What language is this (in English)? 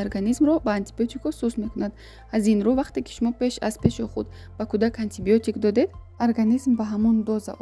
Tajik